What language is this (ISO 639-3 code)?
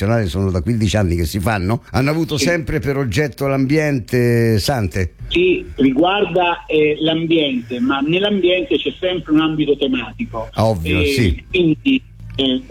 ita